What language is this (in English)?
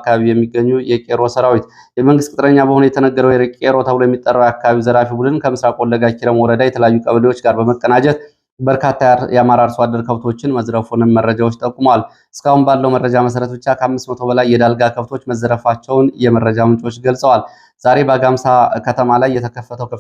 Amharic